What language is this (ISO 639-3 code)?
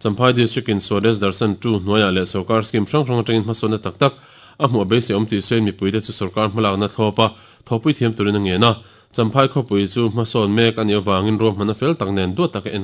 lus